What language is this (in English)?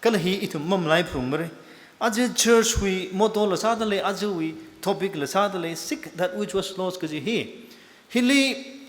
Tangkhul Naga (India)